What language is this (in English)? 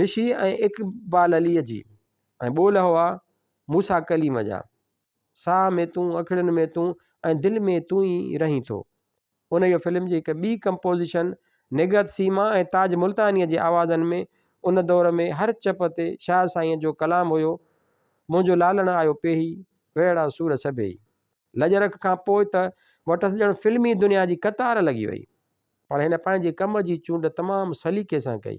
Sindhi